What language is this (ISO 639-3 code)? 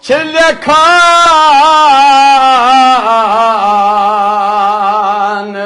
kas